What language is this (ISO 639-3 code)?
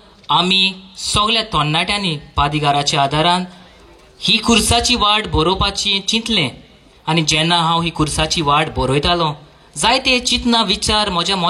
kok